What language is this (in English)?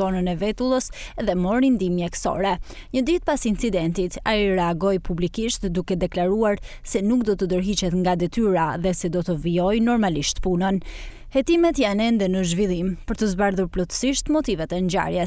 Albanian